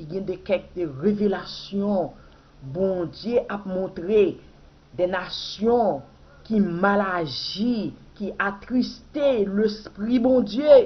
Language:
Haitian Creole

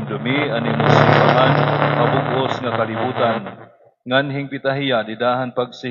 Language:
Waray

